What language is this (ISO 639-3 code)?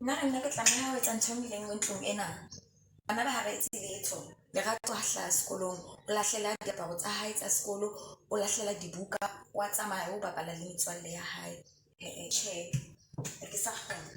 sot